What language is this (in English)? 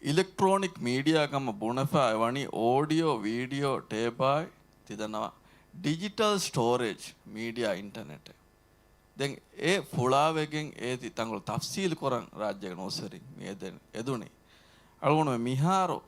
Divehi